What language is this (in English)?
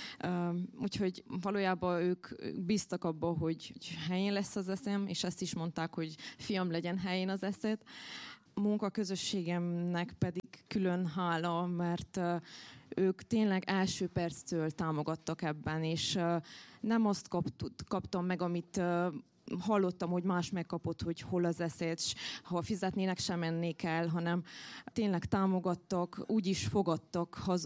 Hungarian